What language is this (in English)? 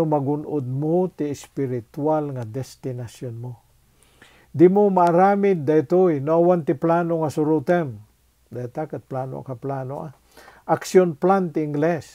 Iloko